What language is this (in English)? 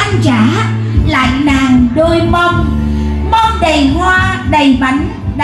Vietnamese